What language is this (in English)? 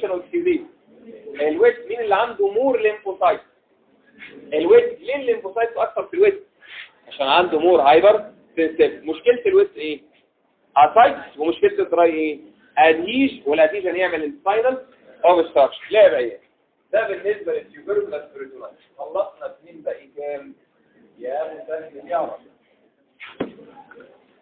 Egyptian Arabic